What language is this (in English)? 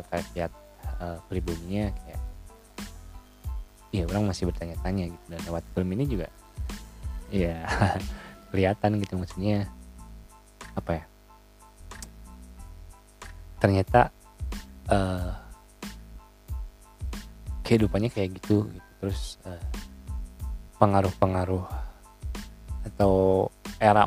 Indonesian